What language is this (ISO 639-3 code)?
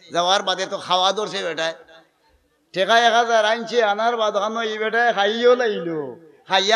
syl